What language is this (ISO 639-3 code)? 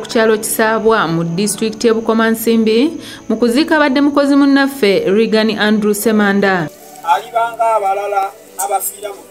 lug